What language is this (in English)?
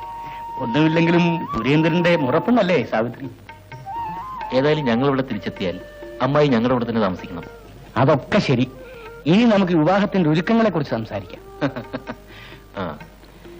Malayalam